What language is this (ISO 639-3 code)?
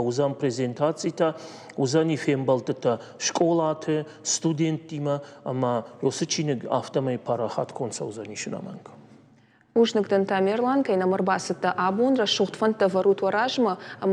oss